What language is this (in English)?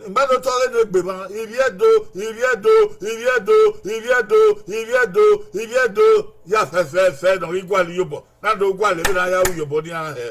Bini